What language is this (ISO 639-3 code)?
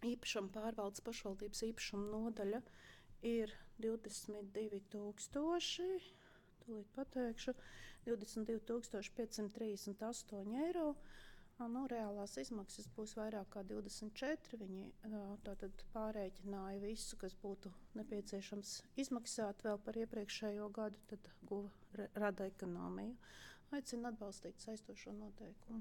lav